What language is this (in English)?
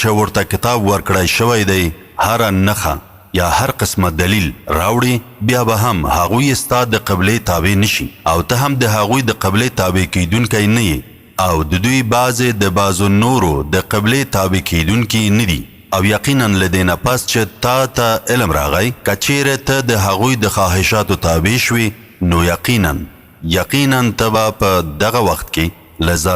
Pashto